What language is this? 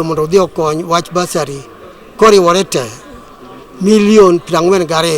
Luo (Kenya and Tanzania)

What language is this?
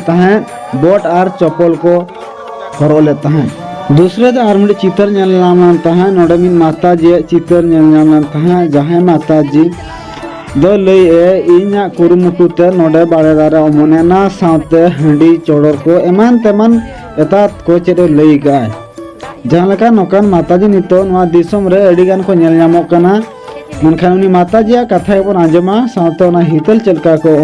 Santali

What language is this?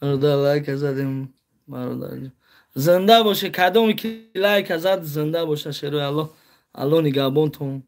Tajik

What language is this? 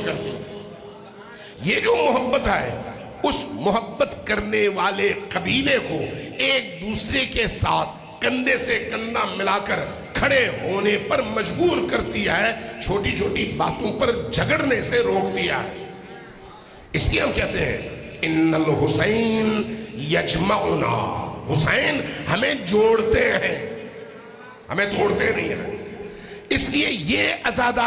Urdu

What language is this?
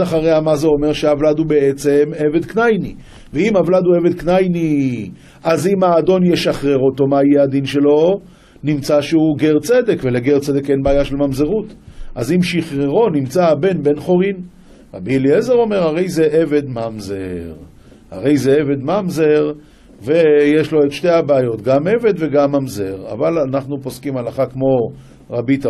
Hebrew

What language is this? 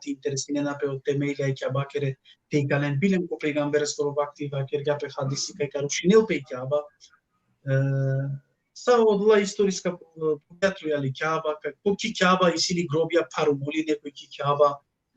Balkan Romani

